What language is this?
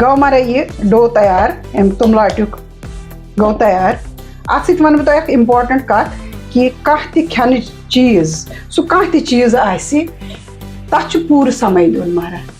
Kashmiri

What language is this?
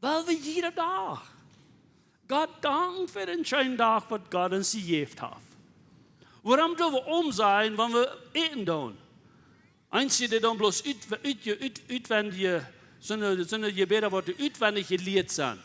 Plautdietsch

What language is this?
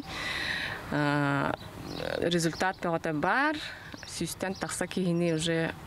Yakut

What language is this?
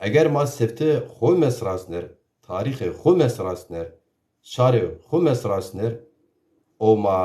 Zaza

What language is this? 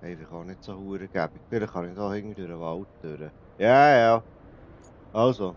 Swiss German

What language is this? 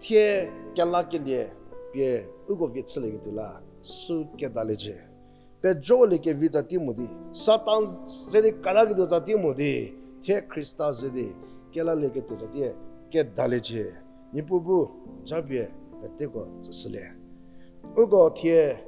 Angami Naga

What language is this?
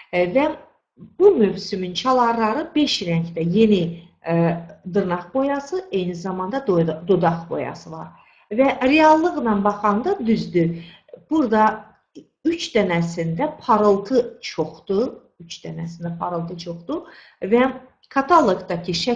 Azerbaijani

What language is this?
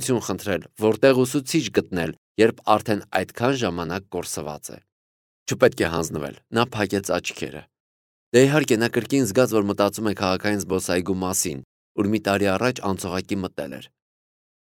Armenian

